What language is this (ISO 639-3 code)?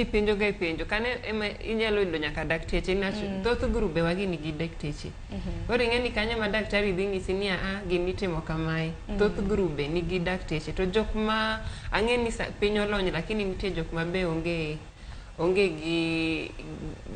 luo